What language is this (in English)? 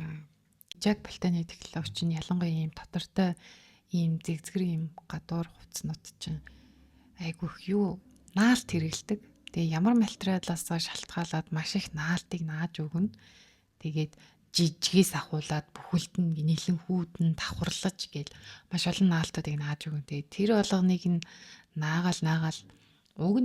Mongolian